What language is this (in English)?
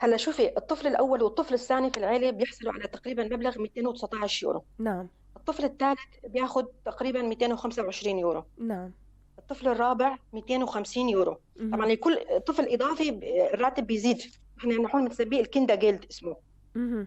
North Levantine Arabic